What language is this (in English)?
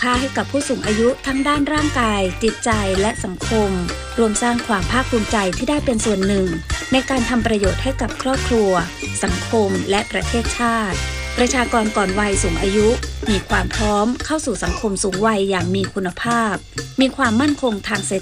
Thai